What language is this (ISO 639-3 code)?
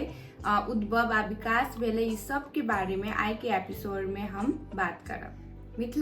mai